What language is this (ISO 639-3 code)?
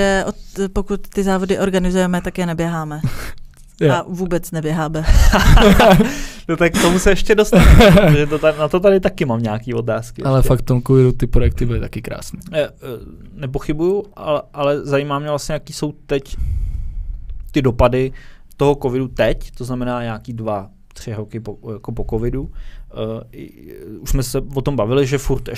ces